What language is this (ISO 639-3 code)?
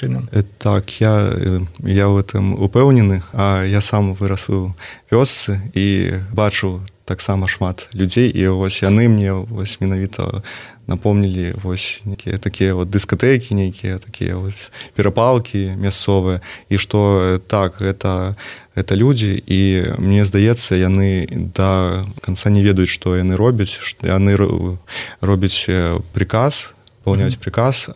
bel